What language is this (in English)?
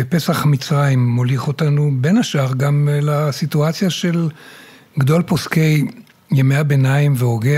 Hebrew